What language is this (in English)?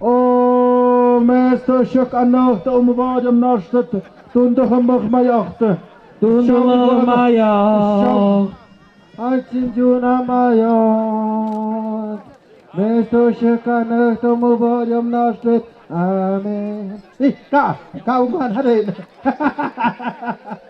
Tlahuitoltepec Mixe